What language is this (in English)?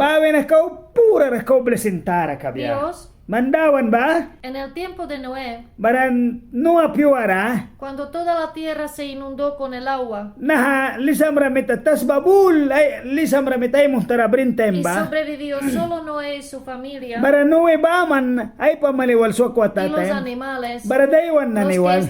Mískito